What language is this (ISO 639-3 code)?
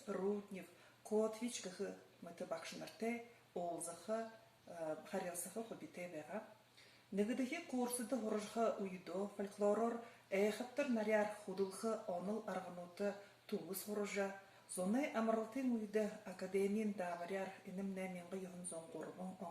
bua